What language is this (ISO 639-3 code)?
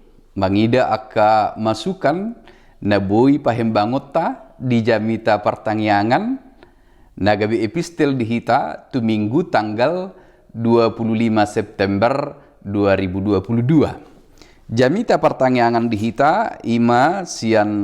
bbc